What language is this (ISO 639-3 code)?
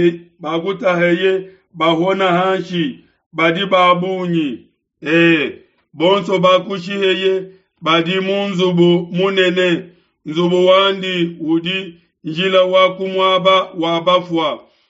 lua